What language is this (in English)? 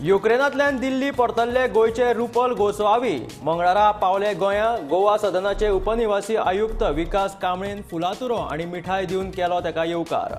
Konkani